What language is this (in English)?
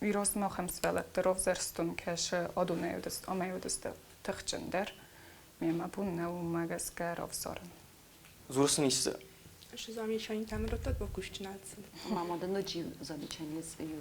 Ossetic